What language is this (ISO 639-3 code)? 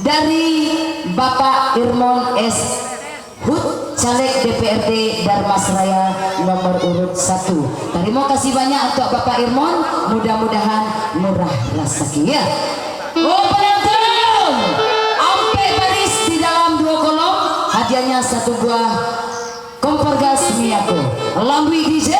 min